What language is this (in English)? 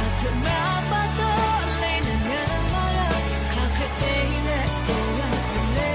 Lahu